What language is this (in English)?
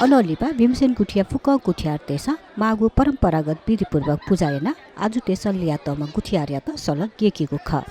Newari